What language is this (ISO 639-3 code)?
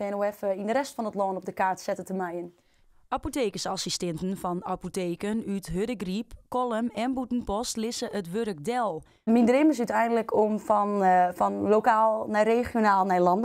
fry